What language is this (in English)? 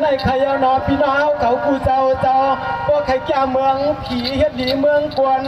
Shan